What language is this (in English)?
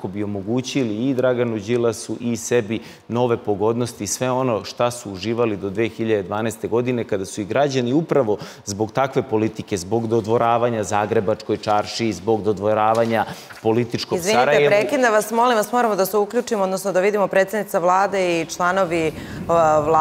Serbian